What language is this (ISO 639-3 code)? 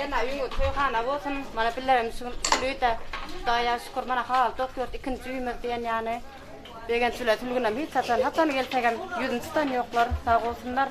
tuk